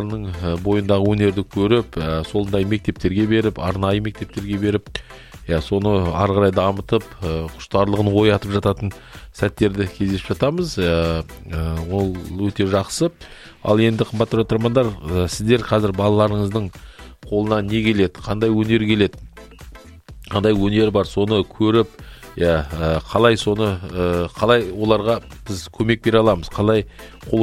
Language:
Kazakh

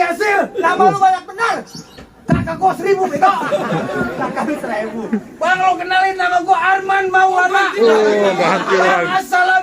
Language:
Betawi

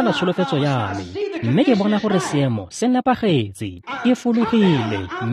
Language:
Tswana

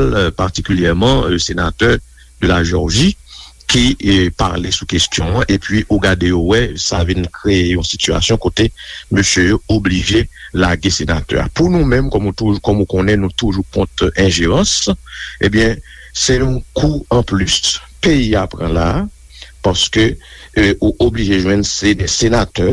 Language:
Haitian Creole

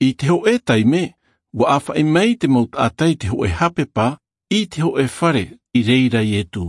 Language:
Tahitian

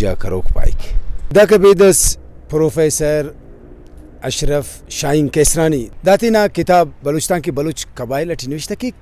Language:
Brahui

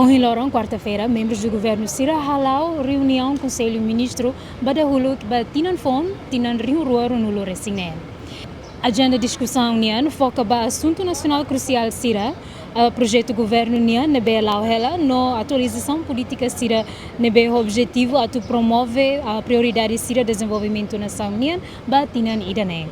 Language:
Tetum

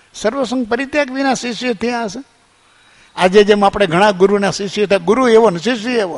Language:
Gujarati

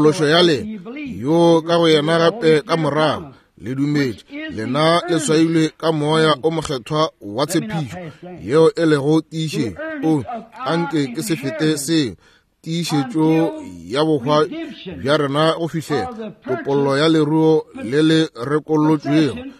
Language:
Northern Sotho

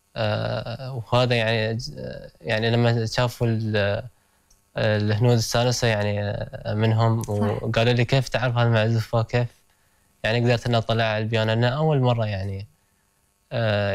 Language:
Gulf Arabic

